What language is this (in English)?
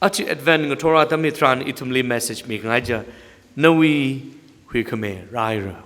Tangkhul Naga (India)